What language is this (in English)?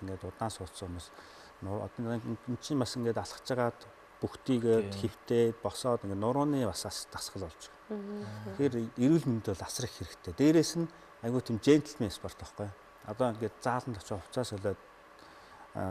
Mongolian